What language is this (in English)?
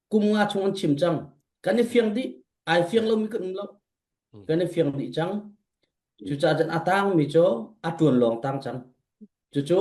Falam Chin